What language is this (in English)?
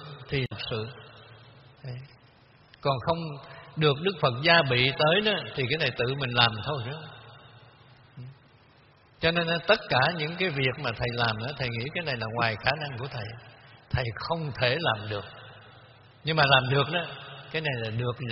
Vietnamese